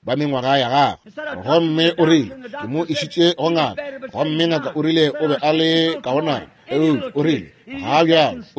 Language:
Northern Sotho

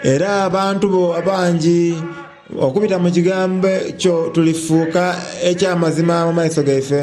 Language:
Soga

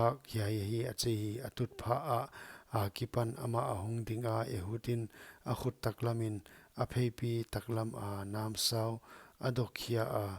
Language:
Paite Chin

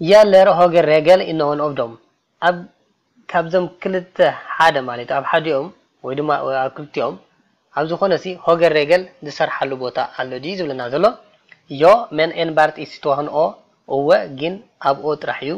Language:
Tigrinya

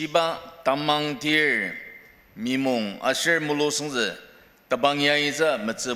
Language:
Ao Naga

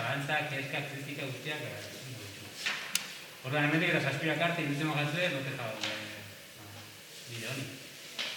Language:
Basque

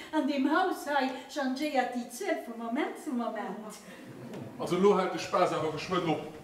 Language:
Luxembourgish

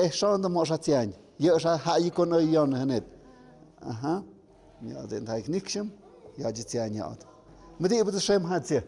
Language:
Tlahuitoltepec Mixe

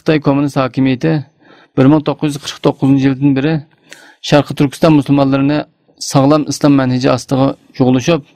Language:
Uyghur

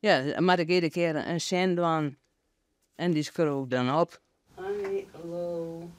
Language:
Western Frisian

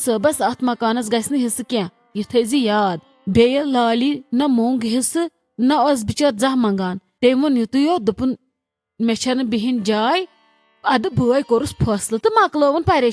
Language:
Kashmiri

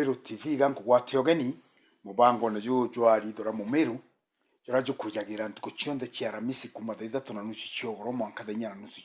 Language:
Meru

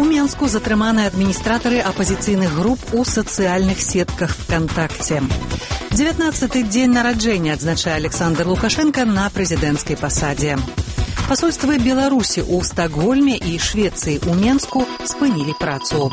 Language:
Belarusian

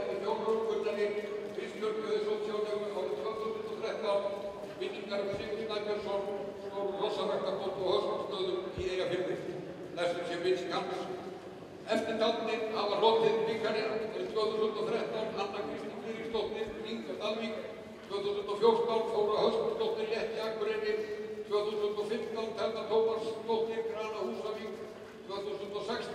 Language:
Icelandic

